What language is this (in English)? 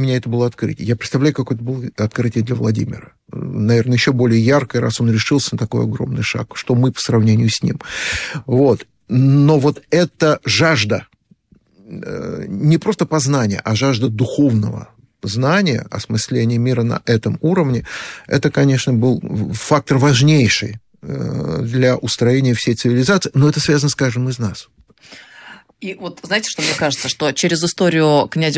Russian